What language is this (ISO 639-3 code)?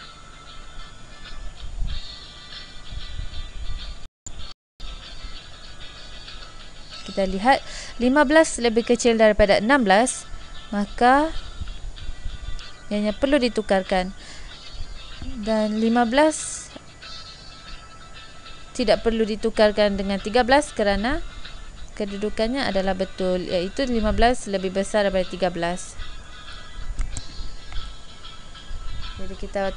msa